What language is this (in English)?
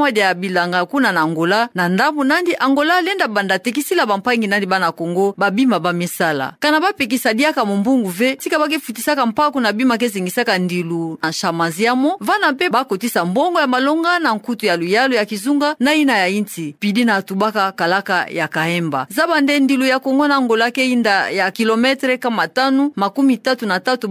Kituba (Democratic Republic of Congo)